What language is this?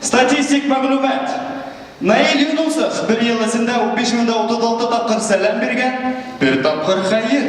Bashkir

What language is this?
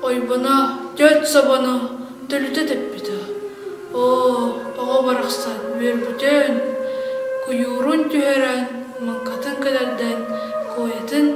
Yakut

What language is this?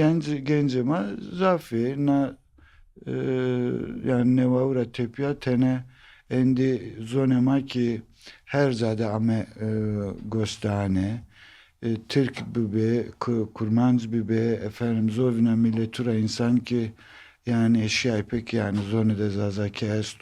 Zaza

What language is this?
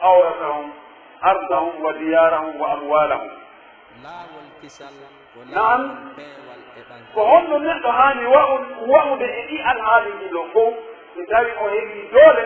Pular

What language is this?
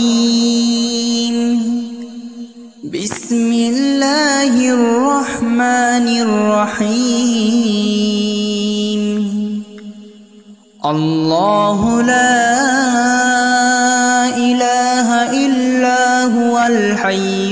Arabic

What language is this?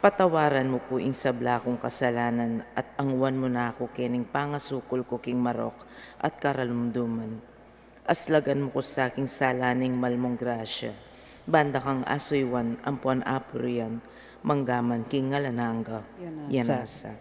Pampanga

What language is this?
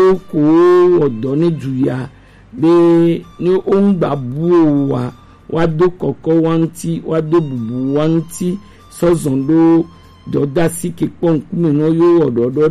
Gen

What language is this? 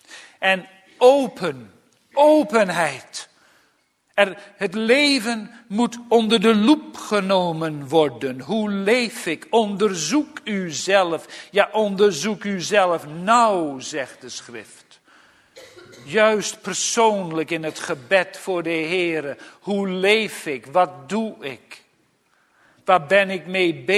Dutch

